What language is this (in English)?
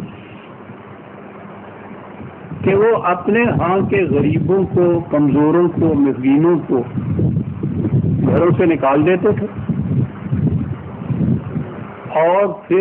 Urdu